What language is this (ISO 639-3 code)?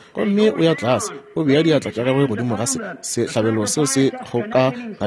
nso